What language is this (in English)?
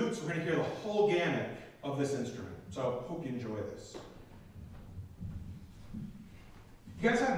English